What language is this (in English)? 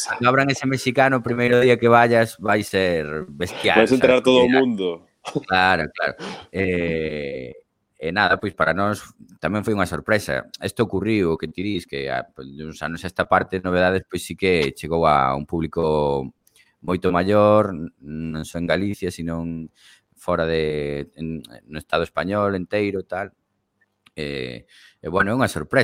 Galician